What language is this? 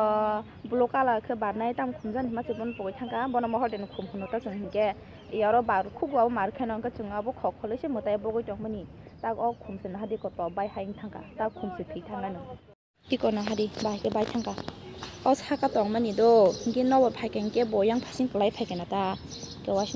Kok Borok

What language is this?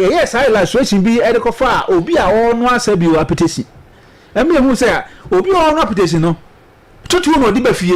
Akan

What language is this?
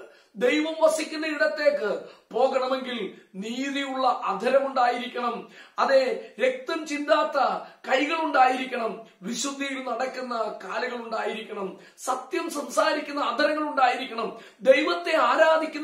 Malayalam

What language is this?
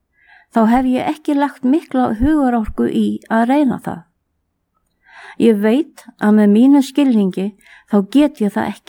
Icelandic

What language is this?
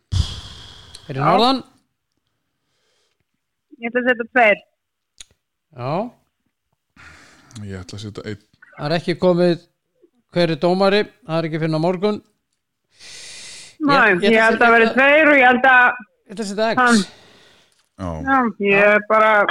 Icelandic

